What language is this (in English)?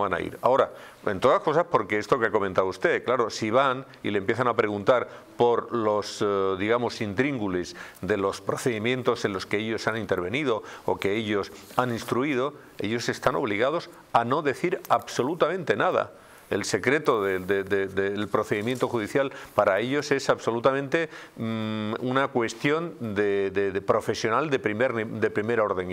Spanish